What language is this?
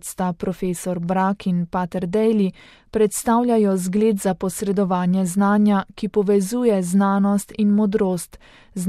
Slovenian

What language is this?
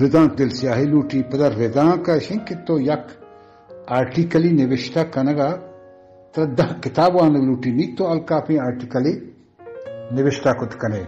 Baluchi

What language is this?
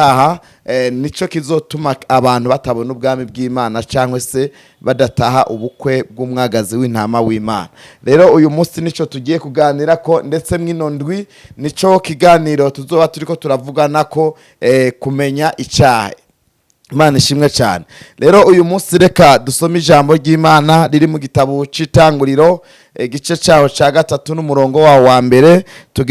Rundi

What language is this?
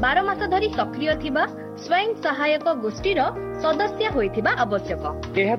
Odia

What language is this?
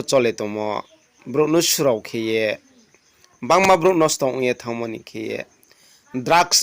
Riang (India)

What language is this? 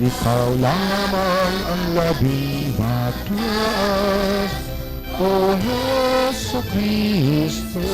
Hiligaynon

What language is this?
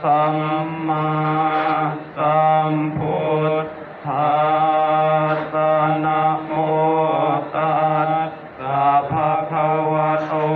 Pali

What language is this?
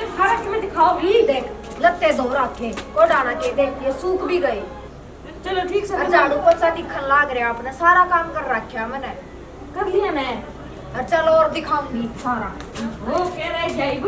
Haryanvi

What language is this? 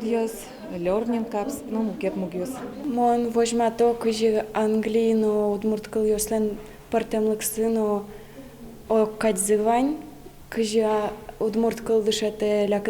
Udmurt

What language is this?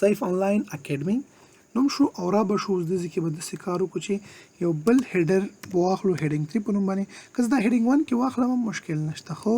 Pashto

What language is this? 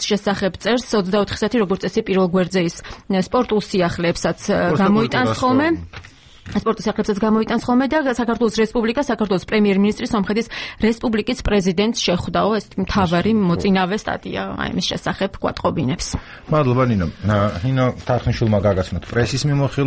Georgian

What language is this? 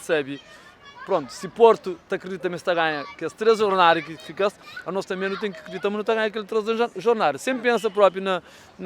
Kabuverdianu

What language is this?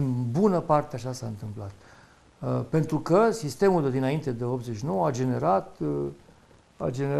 Romanian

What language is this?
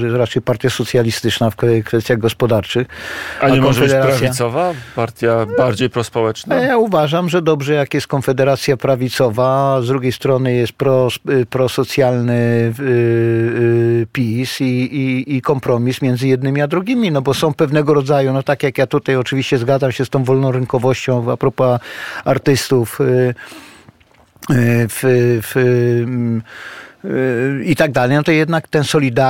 Polish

